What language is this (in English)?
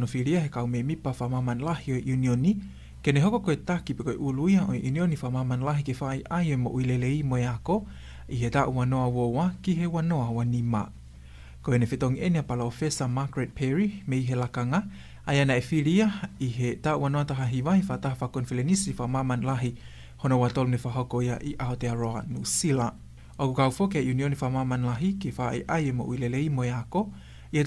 Tongan